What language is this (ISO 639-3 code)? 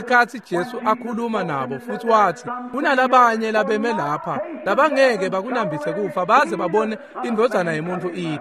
ssw